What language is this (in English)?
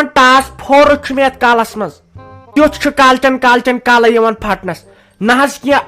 Kashmiri